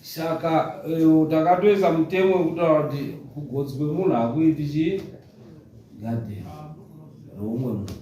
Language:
Shona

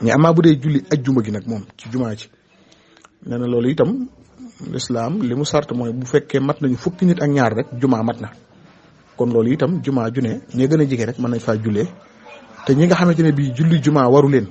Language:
Wolof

